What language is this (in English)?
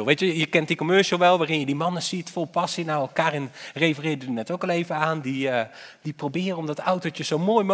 Dutch